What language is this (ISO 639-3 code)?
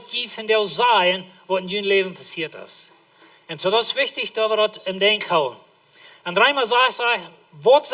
pdt